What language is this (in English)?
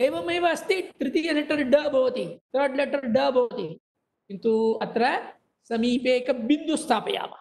Sanskrit